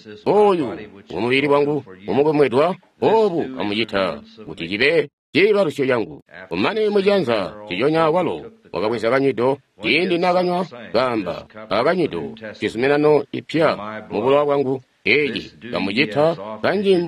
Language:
Tonga (Zambia)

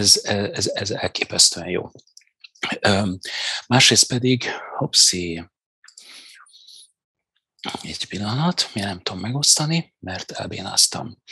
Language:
Hungarian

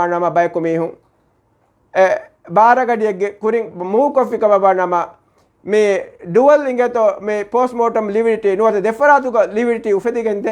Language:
Divehi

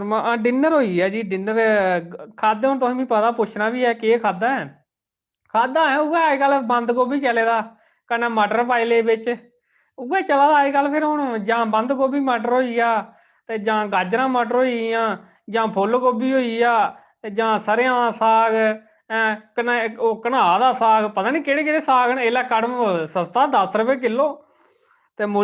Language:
Dogri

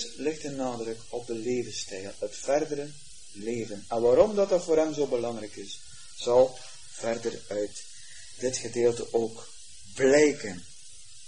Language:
Dutch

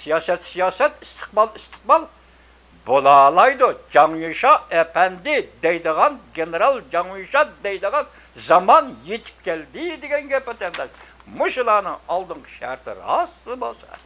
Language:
Uyghur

